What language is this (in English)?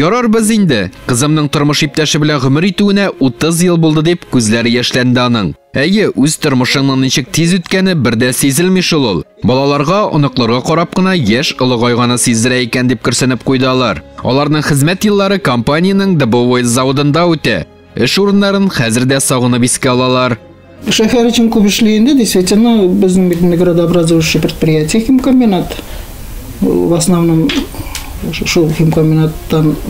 Tatar